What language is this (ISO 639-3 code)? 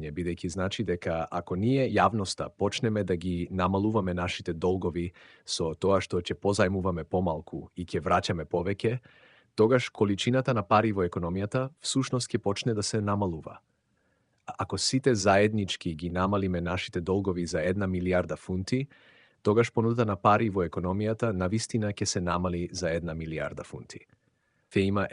mkd